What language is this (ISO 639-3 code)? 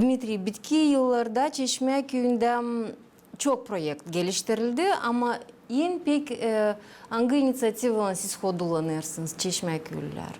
gag